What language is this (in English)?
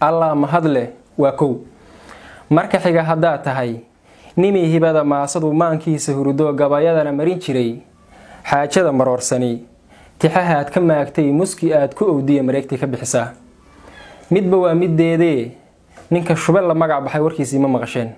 Somali